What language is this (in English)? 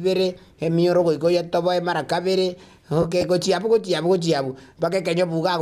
Gusii